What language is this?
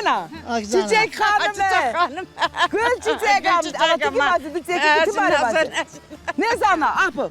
Zaza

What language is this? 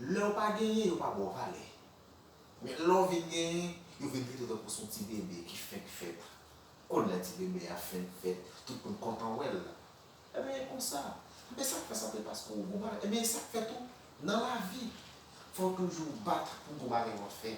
Haitian Creole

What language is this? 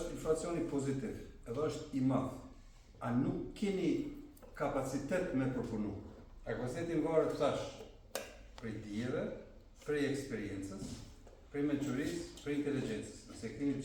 Albanian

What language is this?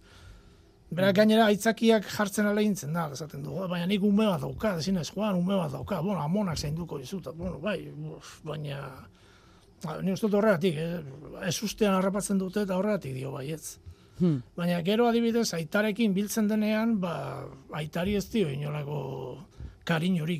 Basque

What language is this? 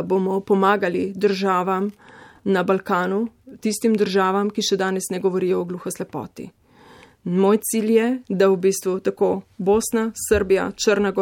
Slovenian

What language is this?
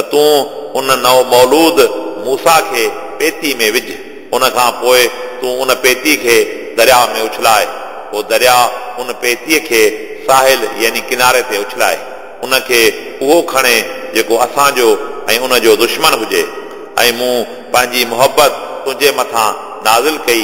Sindhi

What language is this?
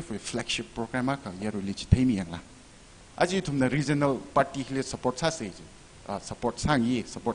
Tangkhul Naga (India)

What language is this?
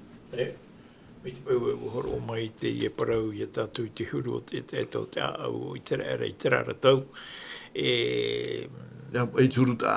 Tahitian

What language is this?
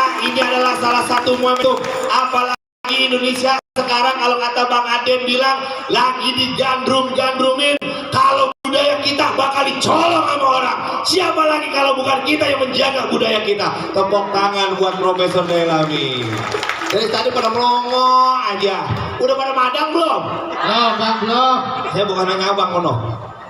Betawi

